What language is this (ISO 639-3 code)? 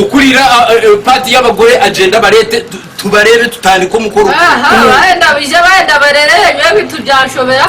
nyn